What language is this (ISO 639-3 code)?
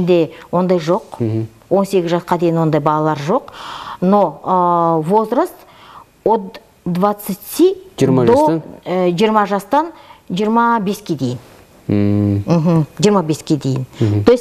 kaz